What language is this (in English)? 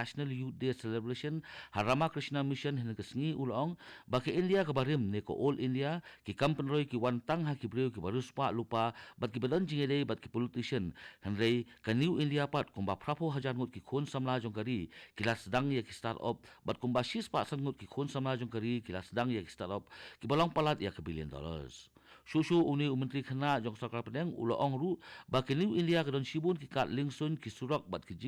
Khasi